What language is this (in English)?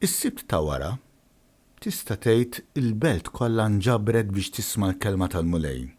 Maltese